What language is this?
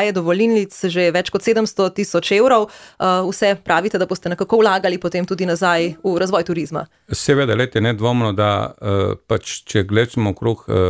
Slovenian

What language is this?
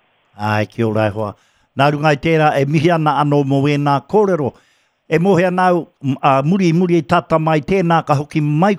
Māori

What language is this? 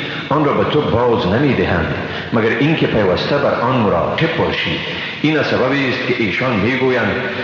Persian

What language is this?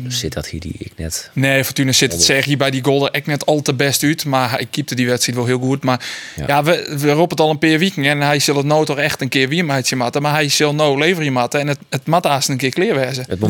Western Frisian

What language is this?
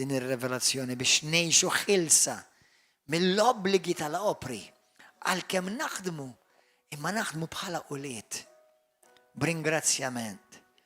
Maltese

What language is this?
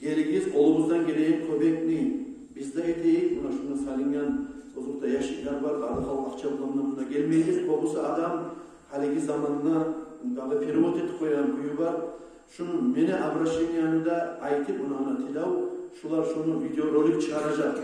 Kumyk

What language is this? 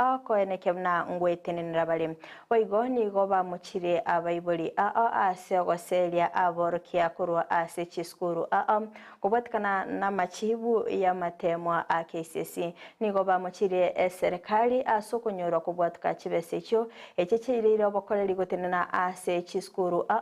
Gusii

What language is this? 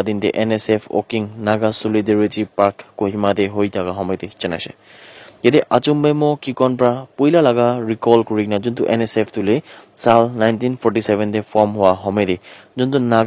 Naga Pidgin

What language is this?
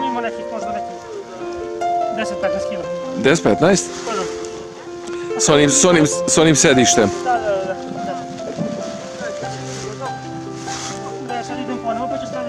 Serbian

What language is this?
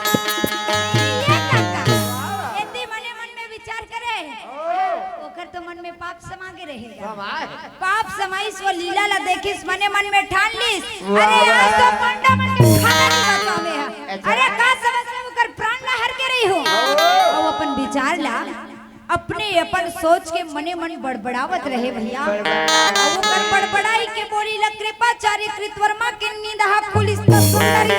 Chhattisgarhi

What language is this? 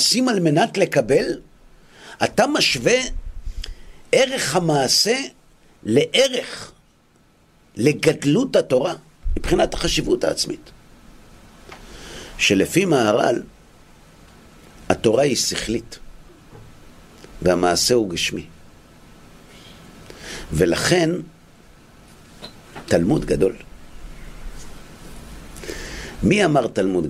Hebrew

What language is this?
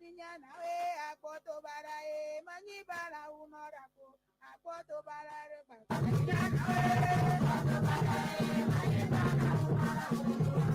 Ewe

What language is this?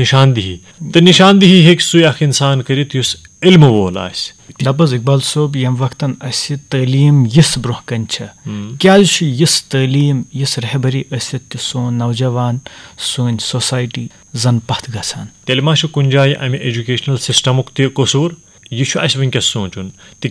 Kashmiri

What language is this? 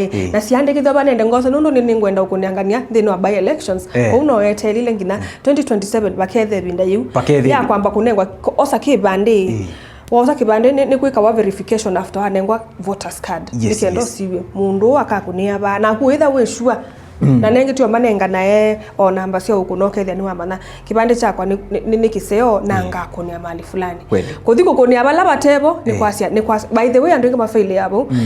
Kamba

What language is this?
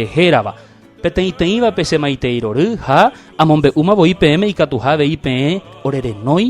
Guarani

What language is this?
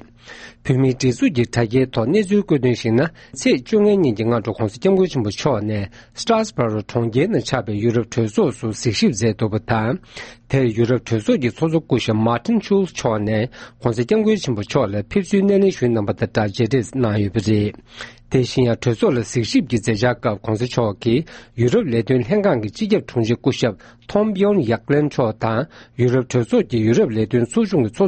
Tibetan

